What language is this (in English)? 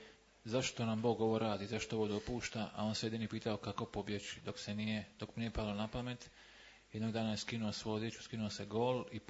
Croatian